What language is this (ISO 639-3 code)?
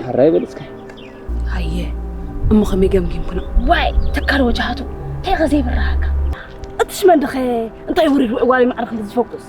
tir